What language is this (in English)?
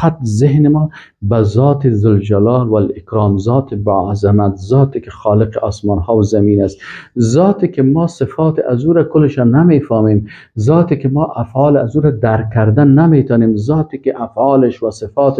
Persian